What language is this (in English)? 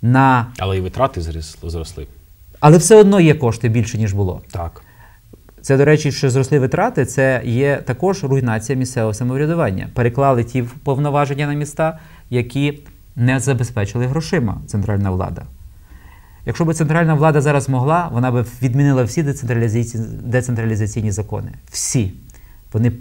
Ukrainian